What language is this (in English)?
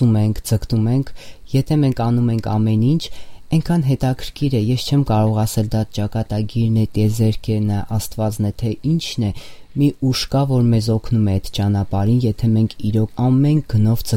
Armenian